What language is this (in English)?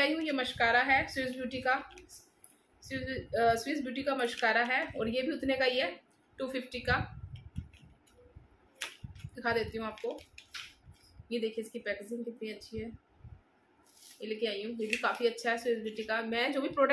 Hindi